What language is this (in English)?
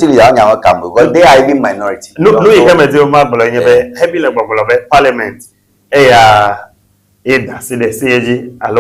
Ewe